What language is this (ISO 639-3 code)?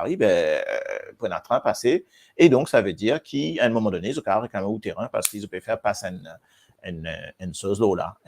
mfe